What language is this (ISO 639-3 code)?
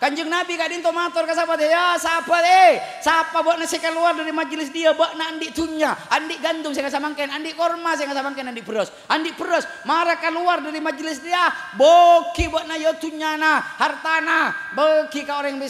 mad